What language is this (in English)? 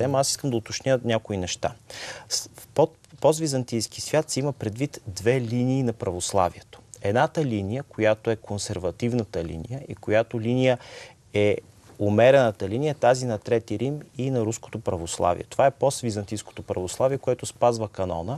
Bulgarian